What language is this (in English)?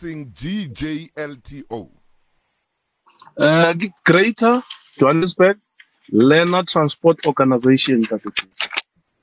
Southern Sotho